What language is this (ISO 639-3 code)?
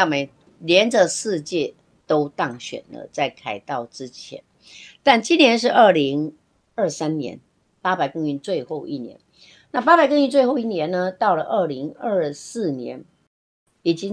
zho